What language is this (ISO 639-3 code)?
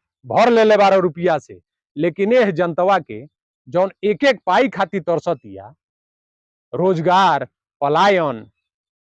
bho